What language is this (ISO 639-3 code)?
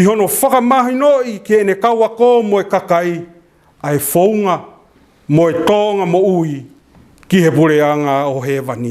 ton